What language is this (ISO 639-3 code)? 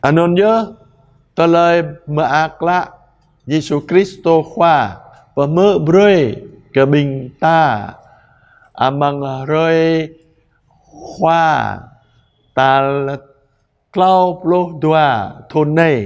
jra